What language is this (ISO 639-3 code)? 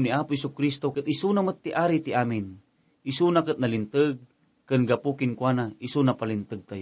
ilo